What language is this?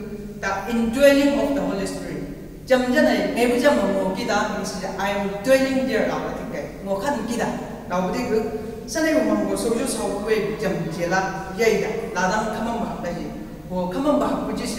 Chang Naga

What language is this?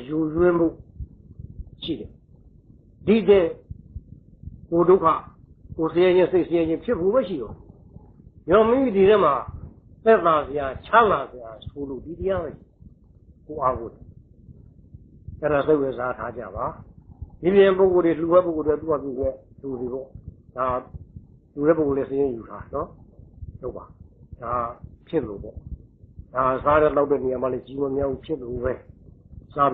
Burmese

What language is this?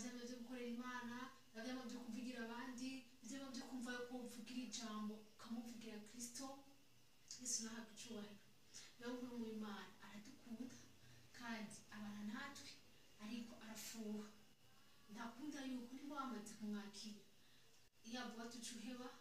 Rundi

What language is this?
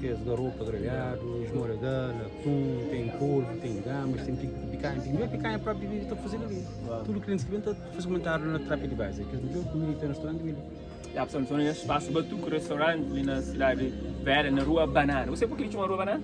Kabuverdianu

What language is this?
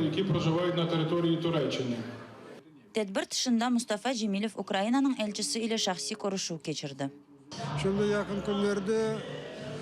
Crimean Tatar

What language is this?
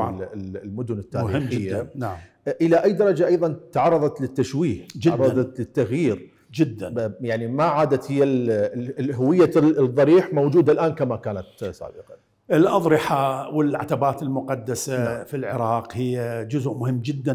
Mesopotamian Arabic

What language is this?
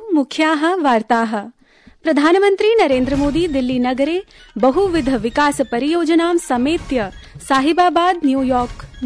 Sanskrit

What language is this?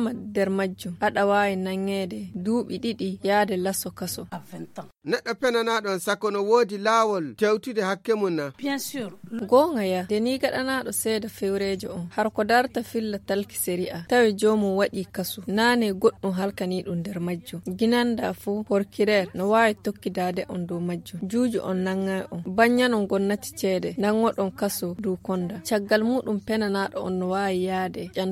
Nigerian Fulfulde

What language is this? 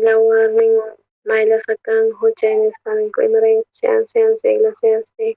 South Bolivian Quechua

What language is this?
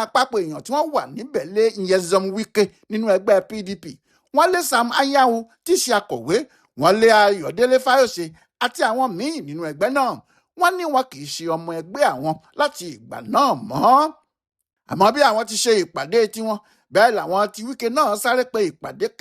Yoruba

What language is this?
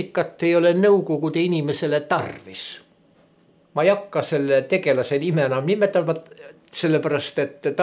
Estonian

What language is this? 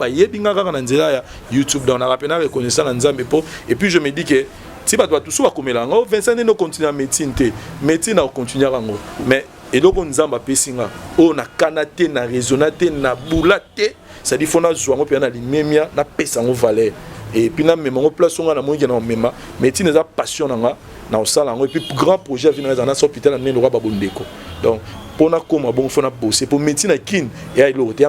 Lingala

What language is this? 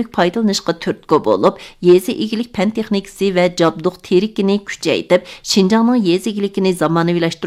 Uyghur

